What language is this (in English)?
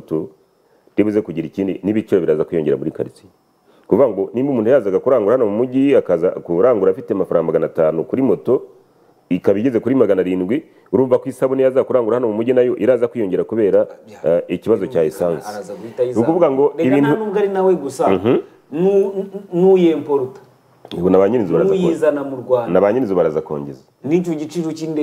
Kinyarwanda